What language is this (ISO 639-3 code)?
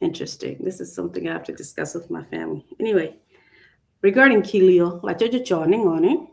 ach